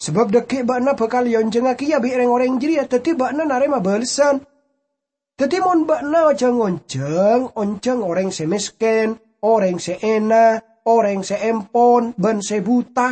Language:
Madurese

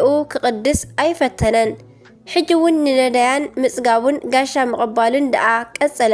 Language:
Tigrinya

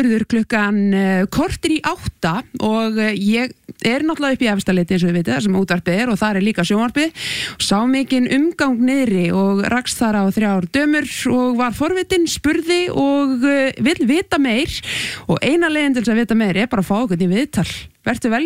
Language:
Icelandic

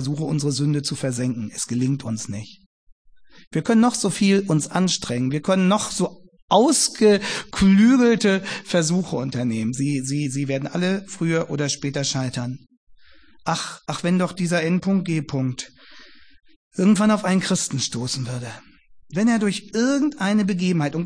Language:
German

